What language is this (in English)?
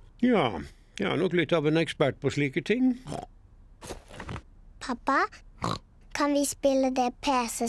Norwegian